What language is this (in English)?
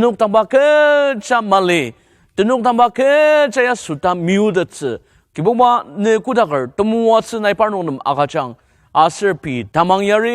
Ao Naga